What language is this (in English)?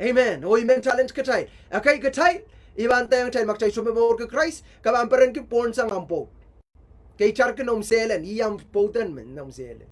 Pohnpeian